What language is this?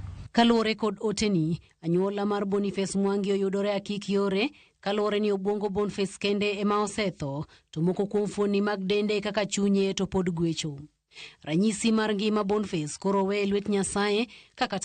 Luo (Kenya and Tanzania)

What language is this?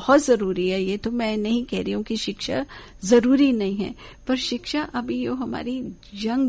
Hindi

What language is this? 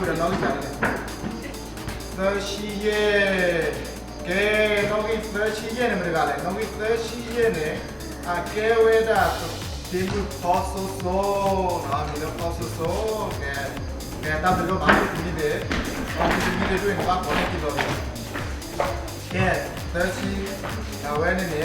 S'gaw Karen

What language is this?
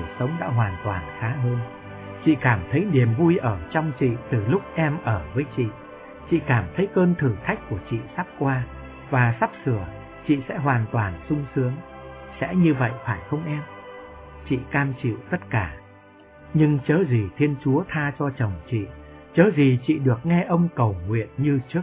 Vietnamese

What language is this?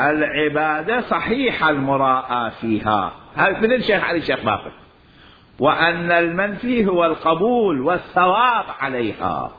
Mesopotamian Arabic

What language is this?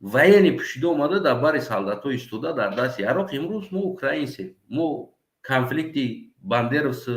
Tajik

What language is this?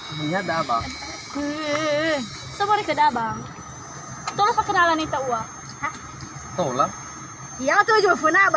Nias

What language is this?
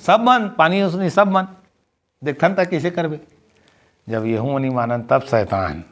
Chhattisgarhi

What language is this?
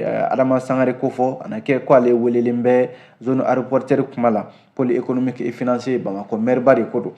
Bambara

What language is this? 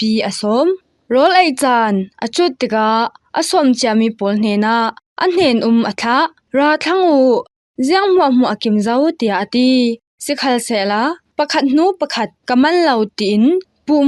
Falam Chin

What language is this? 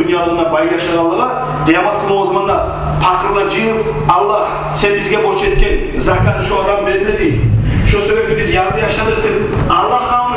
Kumyk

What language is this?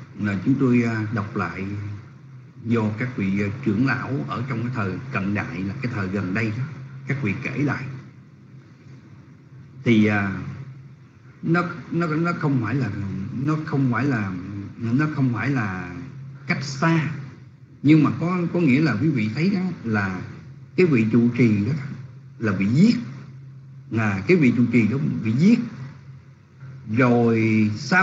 Vietnamese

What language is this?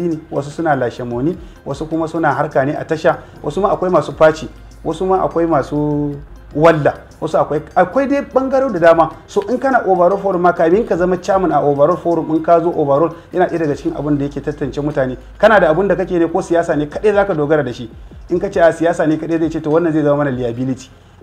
Hausa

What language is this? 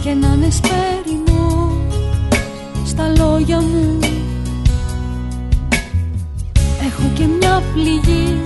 Greek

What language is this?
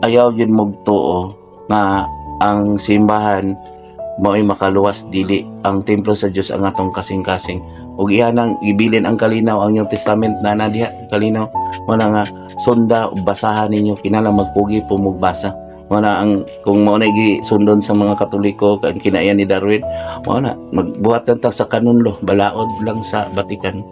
Cebuano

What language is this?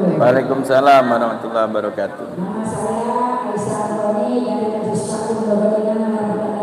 Musi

